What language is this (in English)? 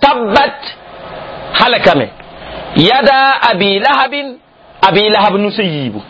Mossi